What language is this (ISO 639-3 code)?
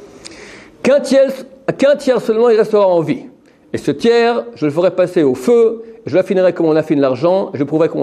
fra